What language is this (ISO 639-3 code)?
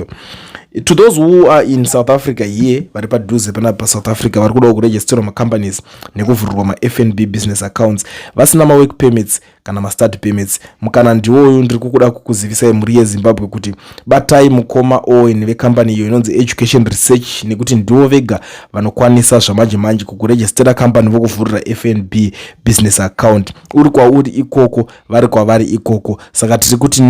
sna